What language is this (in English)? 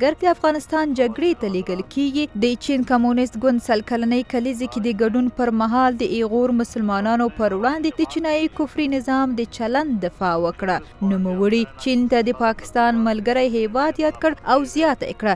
Pashto